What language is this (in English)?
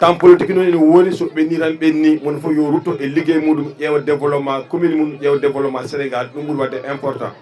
Fula